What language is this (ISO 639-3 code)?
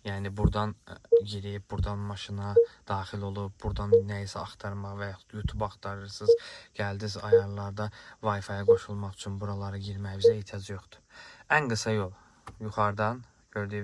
aze